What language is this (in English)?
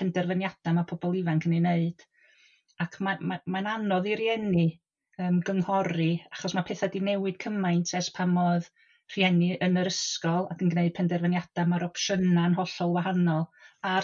Welsh